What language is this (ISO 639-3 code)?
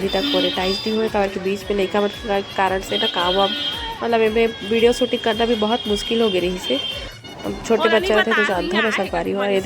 hne